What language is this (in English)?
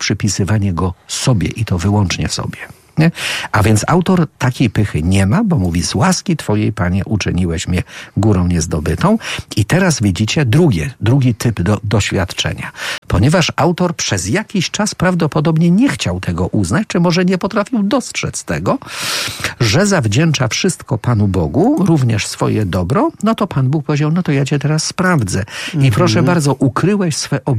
Polish